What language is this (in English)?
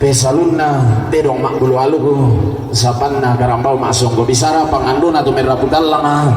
Toraja-Sa'dan